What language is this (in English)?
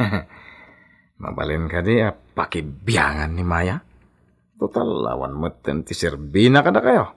Iloko